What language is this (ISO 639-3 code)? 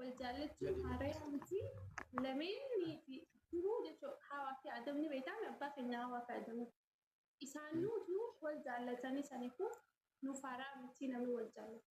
orm